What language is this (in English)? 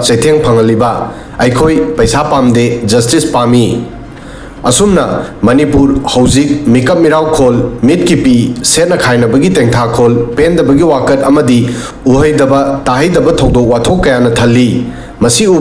Manipuri